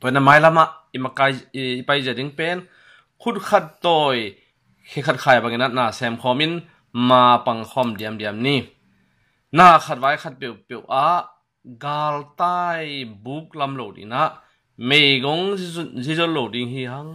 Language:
Tedim Chin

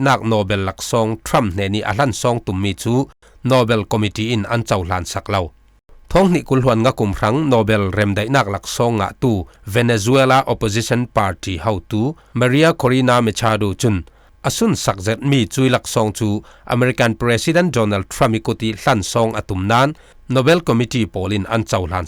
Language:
Falam Chin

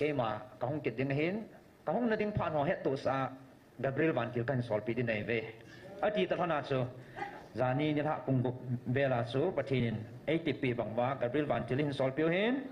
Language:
Thado Chin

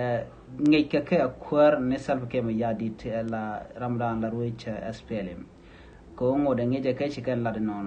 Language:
Nuer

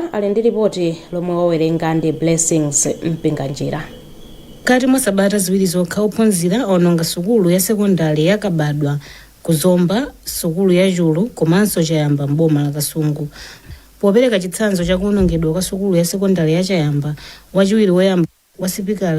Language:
Nyanja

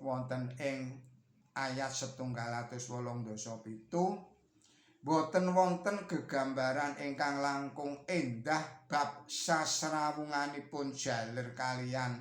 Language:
Javanese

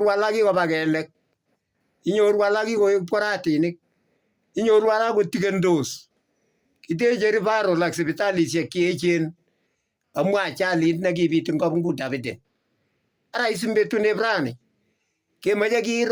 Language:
Kalenjin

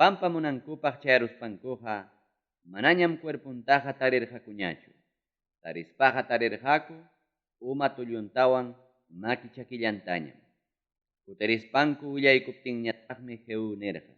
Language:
Ayacucho Quechua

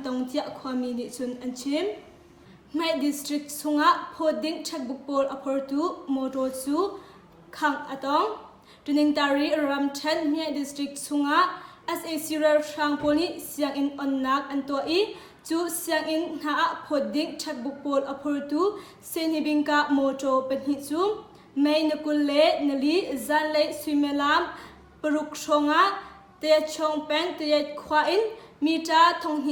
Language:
Hakha Chin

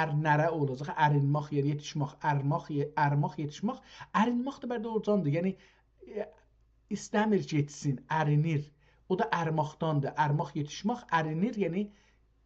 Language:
South Azerbaijani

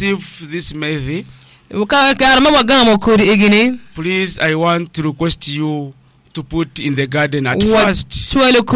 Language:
Acoli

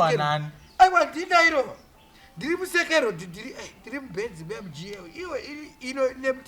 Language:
Shona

